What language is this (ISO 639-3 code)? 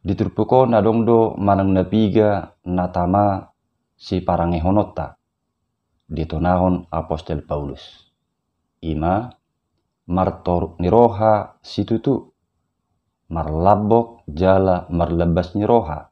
bbc